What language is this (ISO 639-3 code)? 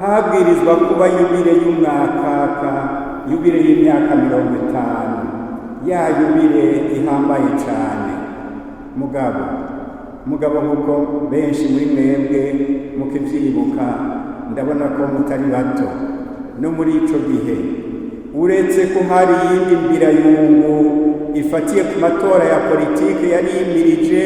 run